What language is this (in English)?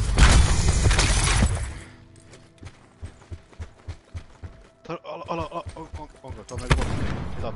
Finnish